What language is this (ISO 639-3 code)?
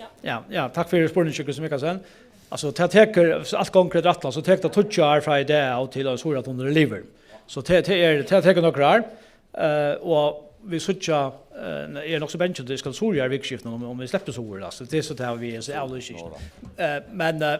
fao